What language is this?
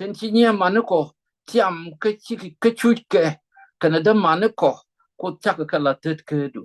Nuer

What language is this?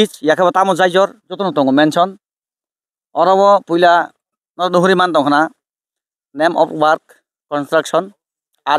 Kok Borok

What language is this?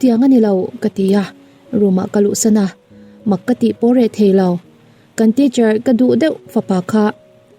Mizo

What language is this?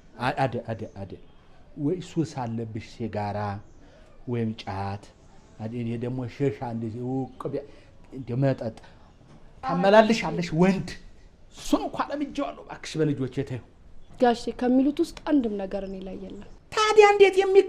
Amharic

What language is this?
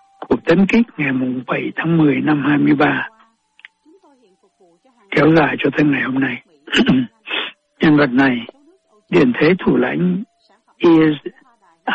Vietnamese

